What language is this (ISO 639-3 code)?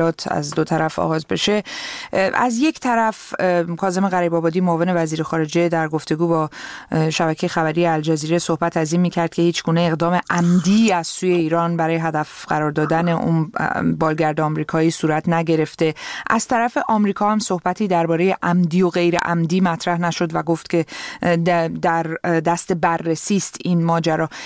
fas